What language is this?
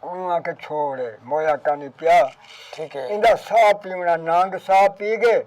Saraiki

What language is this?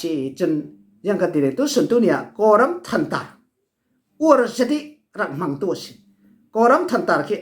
Falam Chin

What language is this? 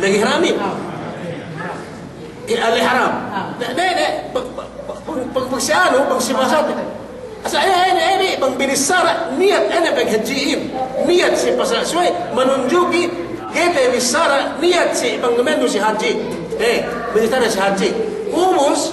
Yakan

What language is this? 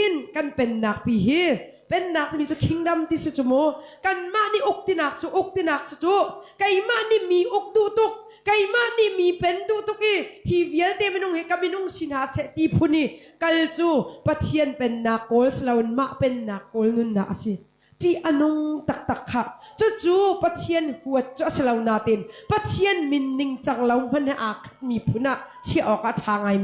Hakha Chin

